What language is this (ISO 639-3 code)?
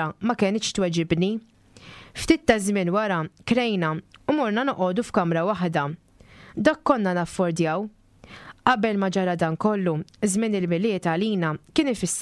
mlt